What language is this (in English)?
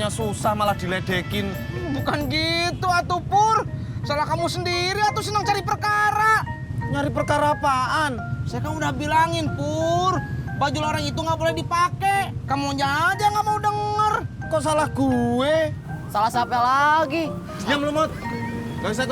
Betawi